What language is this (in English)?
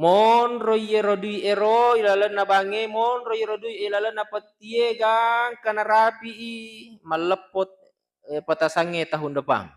Buginese